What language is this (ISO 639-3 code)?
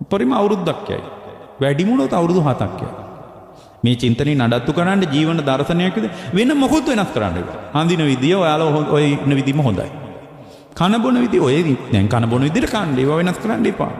sin